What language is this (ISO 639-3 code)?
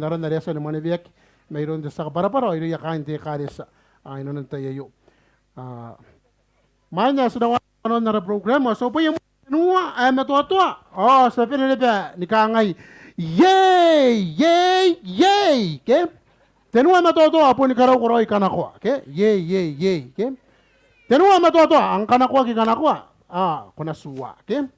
gil